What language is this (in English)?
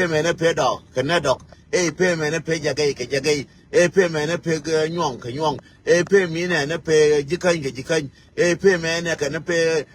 Nuer